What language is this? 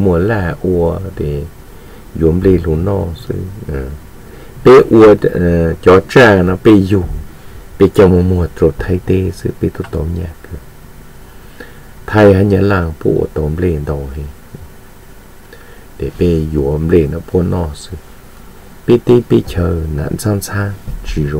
Vietnamese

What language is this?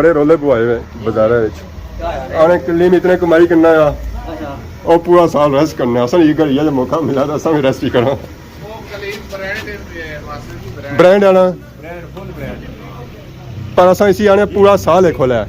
Pahari-Potwari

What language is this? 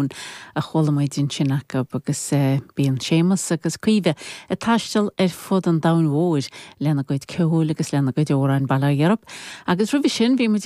Irish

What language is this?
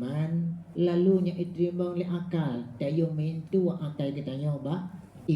Achinese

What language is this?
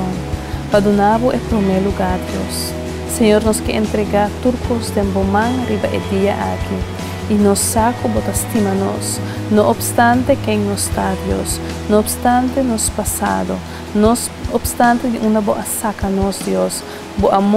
Papiamento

